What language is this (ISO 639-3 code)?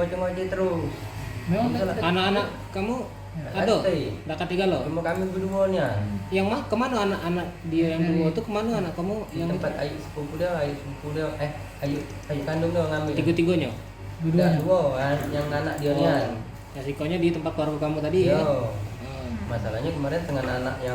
mui